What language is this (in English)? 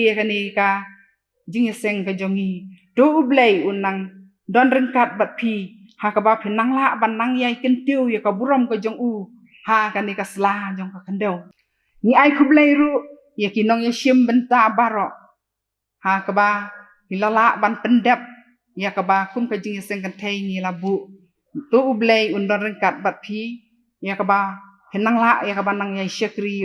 Khasi